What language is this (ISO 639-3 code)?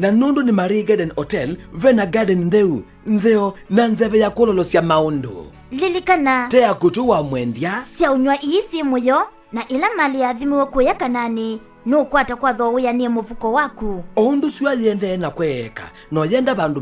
kam